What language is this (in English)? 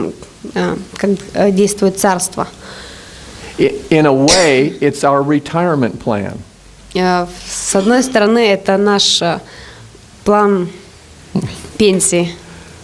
Russian